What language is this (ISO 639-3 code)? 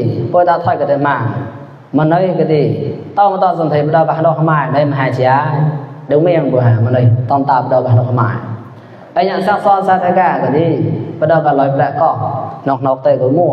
mnw